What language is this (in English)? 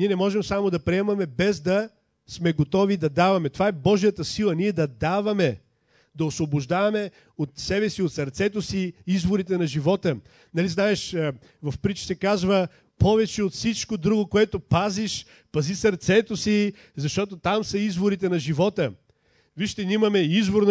Bulgarian